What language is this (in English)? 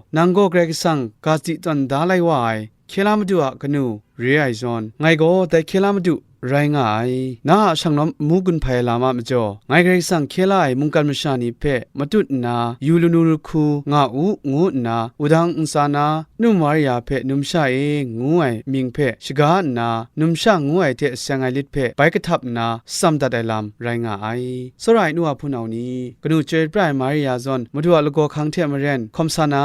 Kachin